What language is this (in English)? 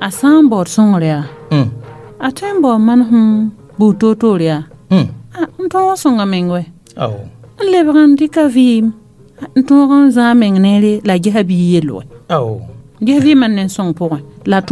Mossi